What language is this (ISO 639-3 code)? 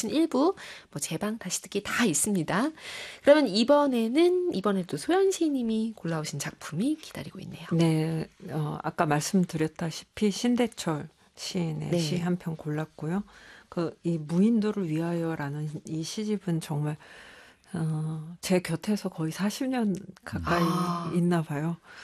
kor